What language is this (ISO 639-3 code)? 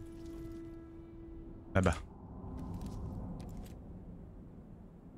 fra